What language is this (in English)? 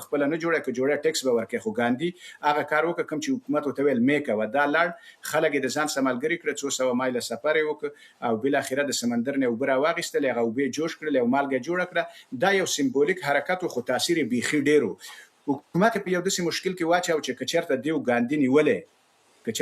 Pashto